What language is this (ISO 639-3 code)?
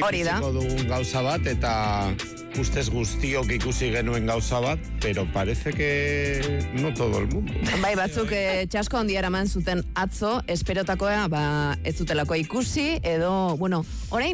eus